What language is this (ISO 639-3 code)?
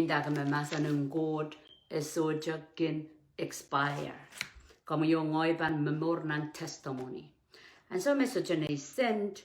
pon